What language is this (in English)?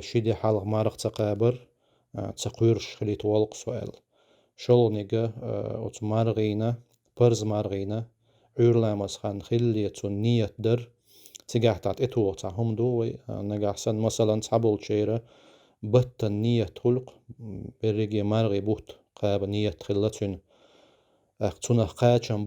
Chechen